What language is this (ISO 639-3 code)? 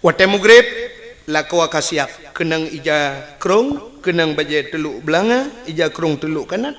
ace